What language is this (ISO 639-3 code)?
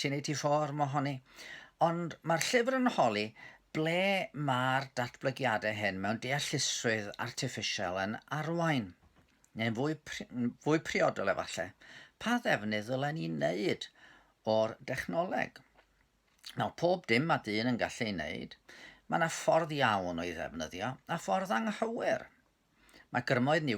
cym